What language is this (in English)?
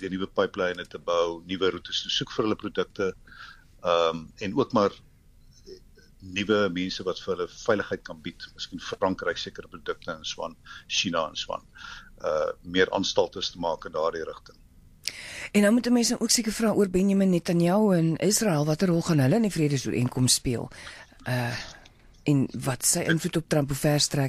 Afrikaans